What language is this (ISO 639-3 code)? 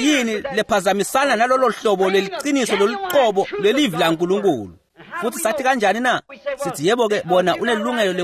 ssw